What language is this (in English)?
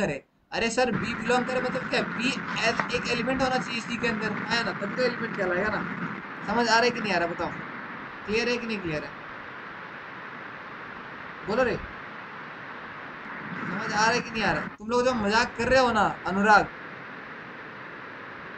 Hindi